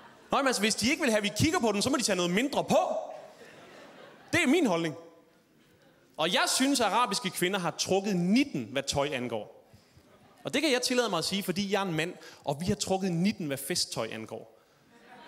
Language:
Danish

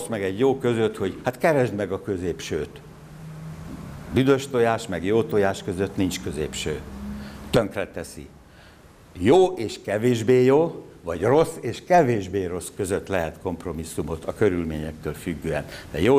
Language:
Hungarian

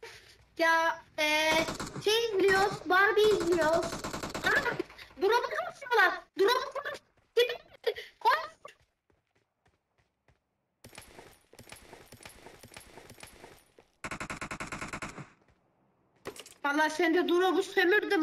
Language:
Turkish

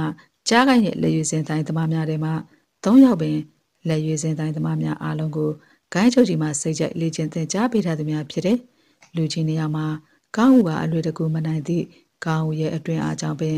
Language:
Burmese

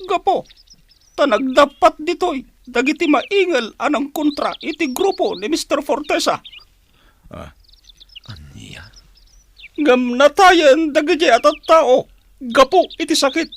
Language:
Iloko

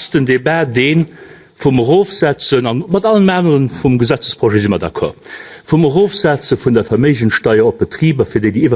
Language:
Luxembourgish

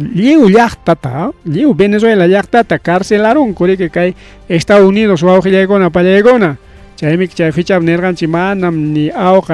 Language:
Ayacucho Quechua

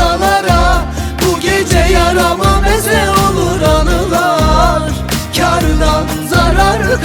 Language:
Turkish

